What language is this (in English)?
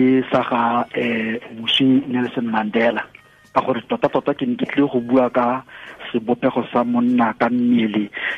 Tswana